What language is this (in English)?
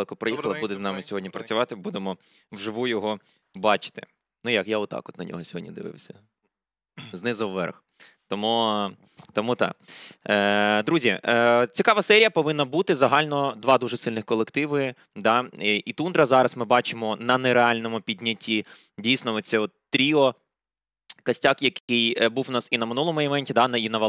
Ukrainian